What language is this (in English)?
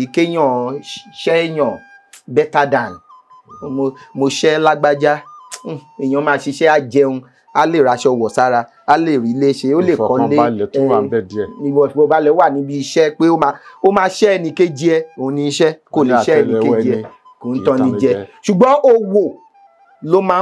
Yoruba